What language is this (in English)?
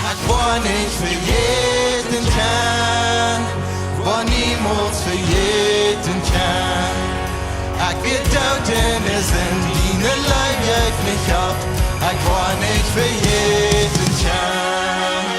Plautdietsch